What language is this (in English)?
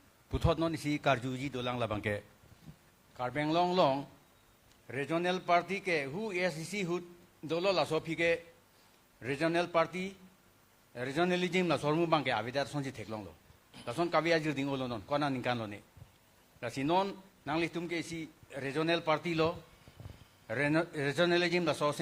Karbi